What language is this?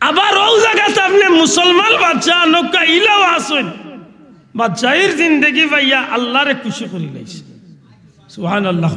Sylheti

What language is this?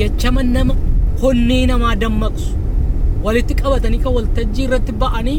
Oromo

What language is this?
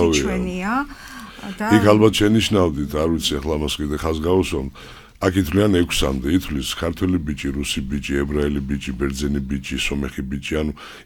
Georgian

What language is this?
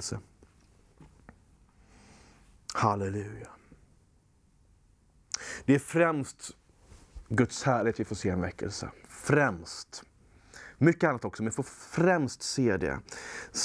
Swedish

